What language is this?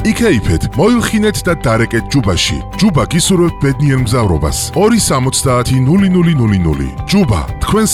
Georgian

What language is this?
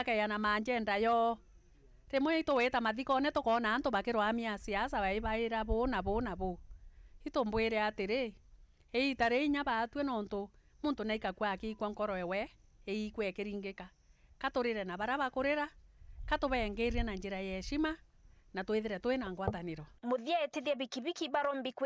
Meru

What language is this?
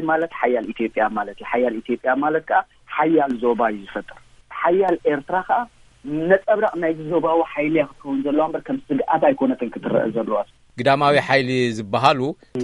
Tigrinya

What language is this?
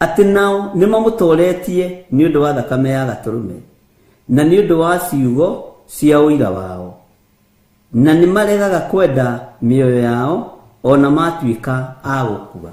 Kikuyu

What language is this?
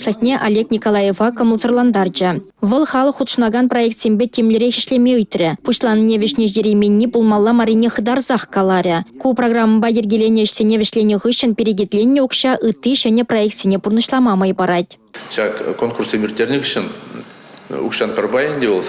Chuvash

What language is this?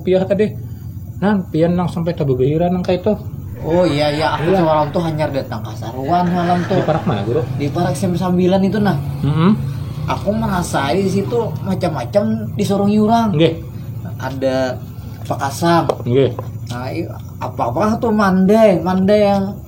Banjar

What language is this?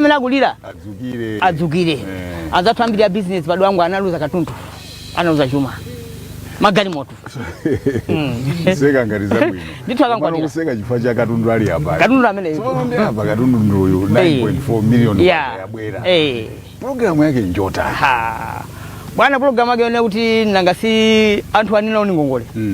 Nyanja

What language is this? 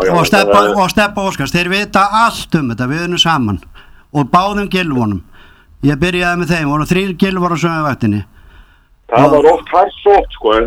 Icelandic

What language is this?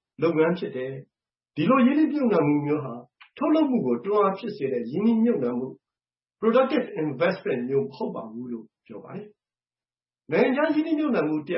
Burmese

